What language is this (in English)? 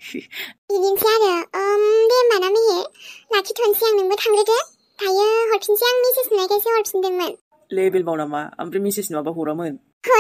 Bodo